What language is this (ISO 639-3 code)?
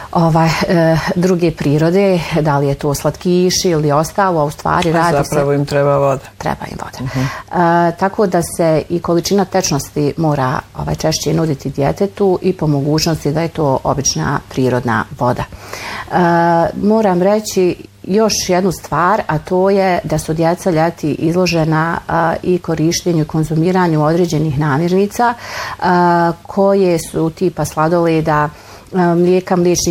bos